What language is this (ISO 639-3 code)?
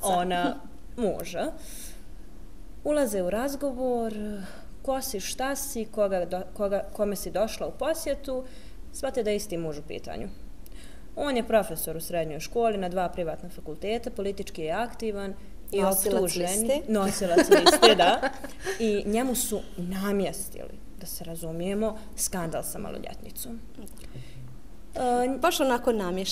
bos